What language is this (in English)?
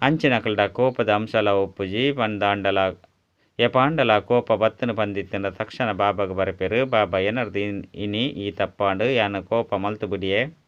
Tulu